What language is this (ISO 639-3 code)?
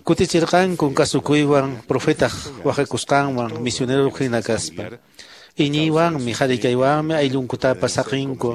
que